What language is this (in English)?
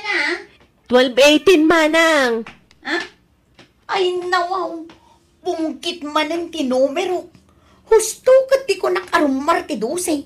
Iloko